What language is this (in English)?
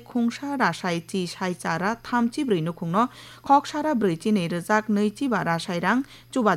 Kok Borok